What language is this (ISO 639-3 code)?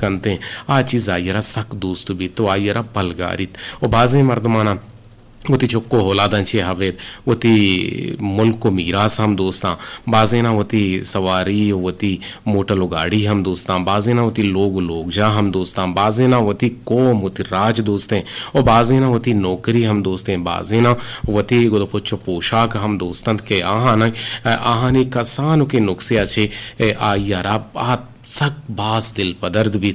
bgp